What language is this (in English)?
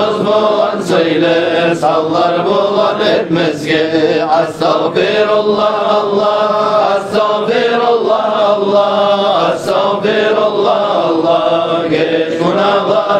Kumyk